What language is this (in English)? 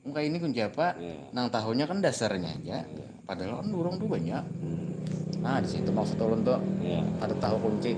Banjar